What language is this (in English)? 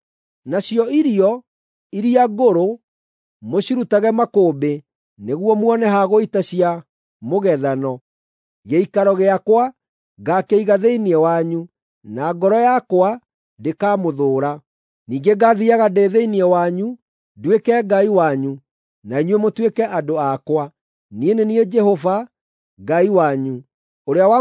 Kikuyu